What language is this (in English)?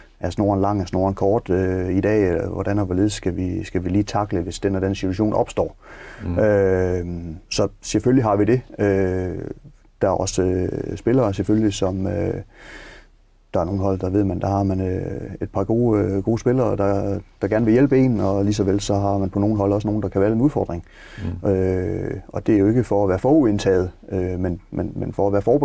Danish